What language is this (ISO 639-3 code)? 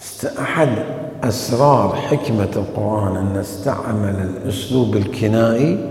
acm